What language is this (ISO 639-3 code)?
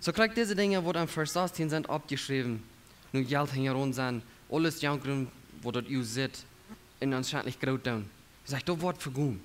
pdt